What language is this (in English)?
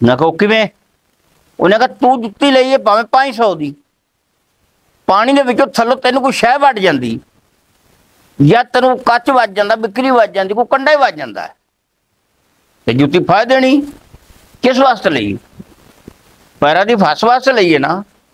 Punjabi